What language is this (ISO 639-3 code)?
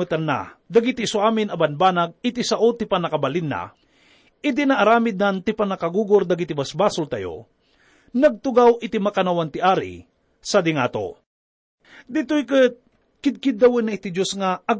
ilo